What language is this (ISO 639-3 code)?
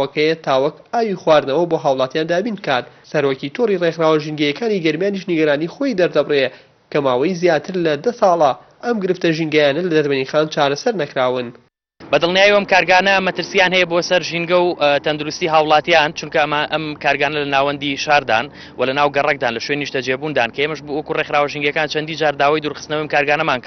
ckb